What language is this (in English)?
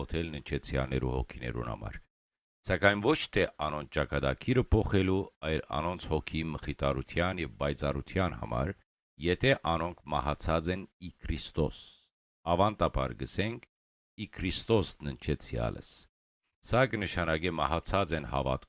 Western Armenian